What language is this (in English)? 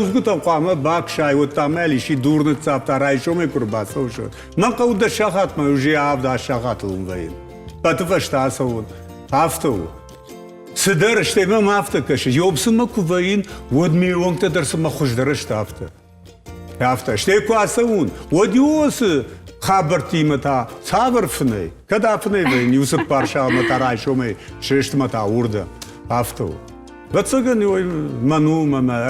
Ossetic